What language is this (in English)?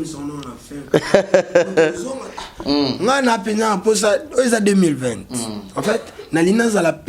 Lingala